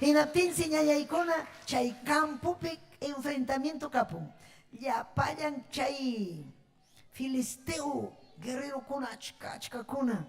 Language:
Ayacucho Quechua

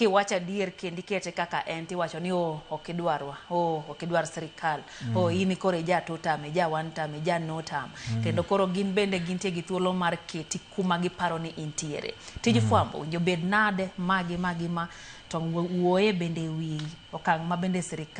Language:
Luo (Kenya and Tanzania)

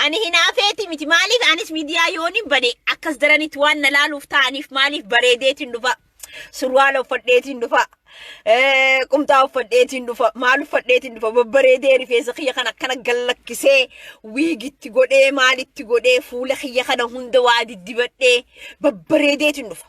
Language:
Oromo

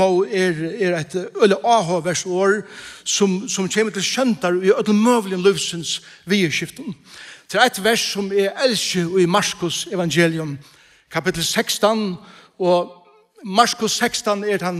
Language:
Faroese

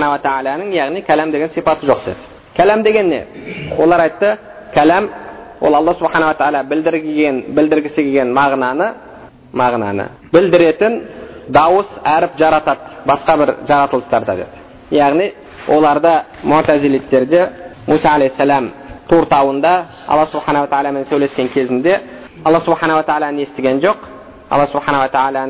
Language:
Kazakh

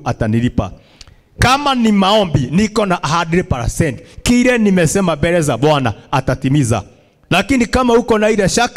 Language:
Swahili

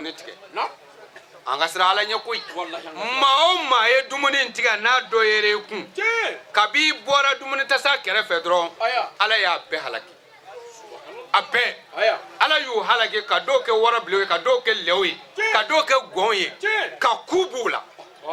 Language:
Bambara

